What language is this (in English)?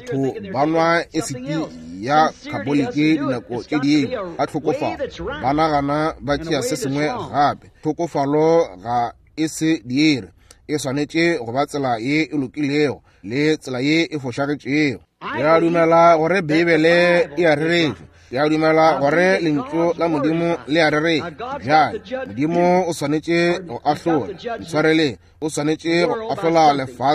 Northern Sotho